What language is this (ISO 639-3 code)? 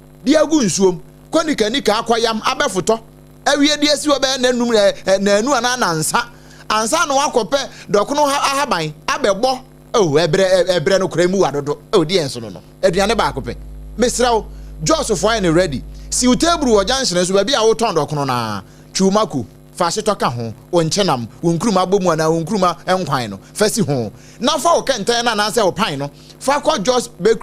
aka